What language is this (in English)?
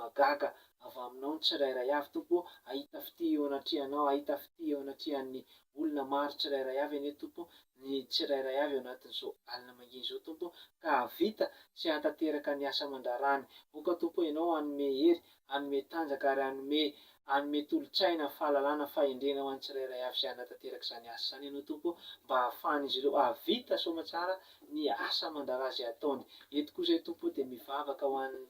Malagasy